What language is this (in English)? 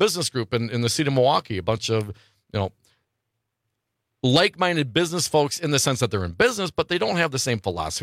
English